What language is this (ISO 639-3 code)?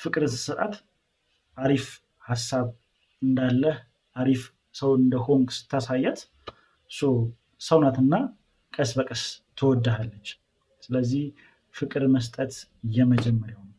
amh